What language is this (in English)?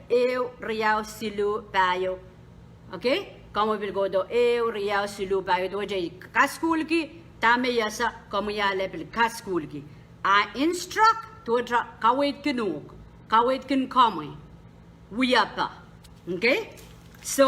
Pohnpeian